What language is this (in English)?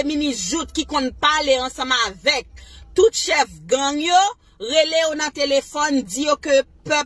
Haitian Creole